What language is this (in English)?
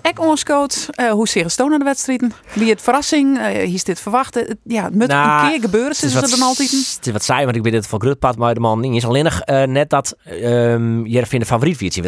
Western Frisian